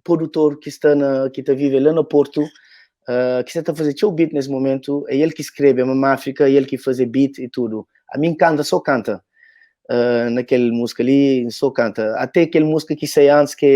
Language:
Kabuverdianu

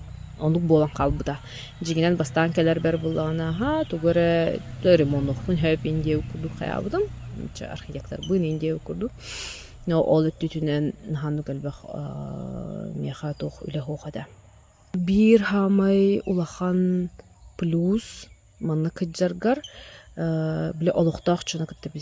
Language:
Yakut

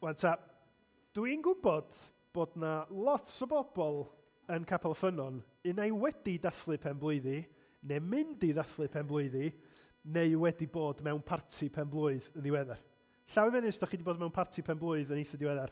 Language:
Welsh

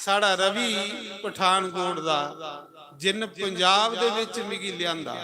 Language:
Dogri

